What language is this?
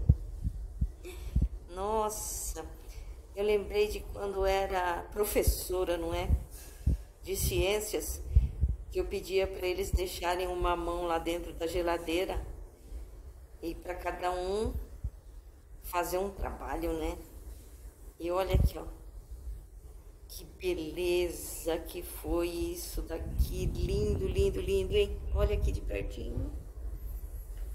Portuguese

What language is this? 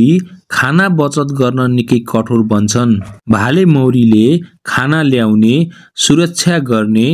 Nepali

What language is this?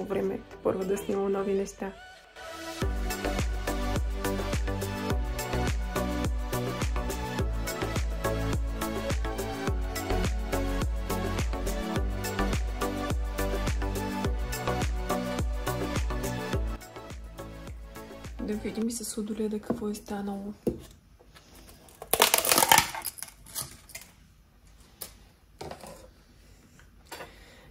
Bulgarian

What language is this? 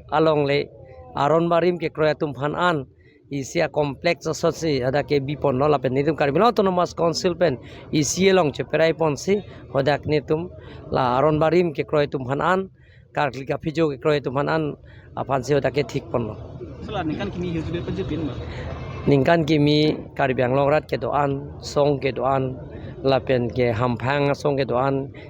Karbi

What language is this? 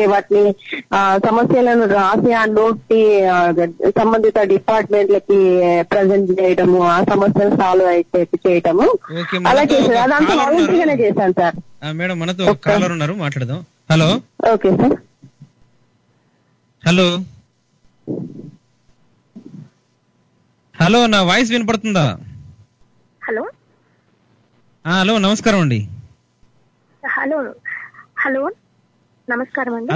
Telugu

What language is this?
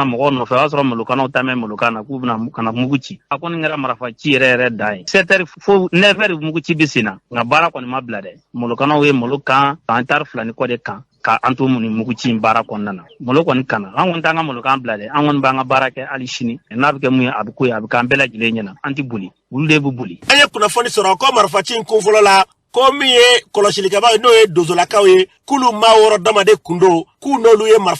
Bambara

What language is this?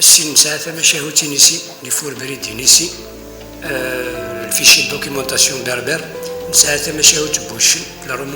Kabyle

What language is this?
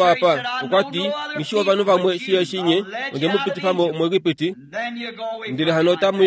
Kuanyama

